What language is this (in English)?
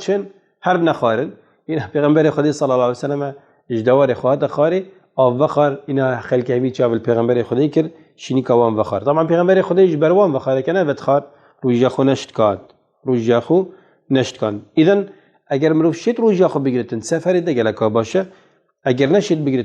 Kurdish